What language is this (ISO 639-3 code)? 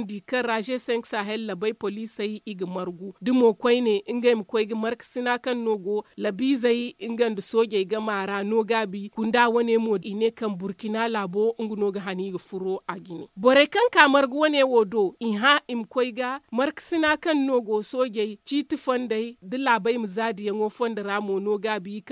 dje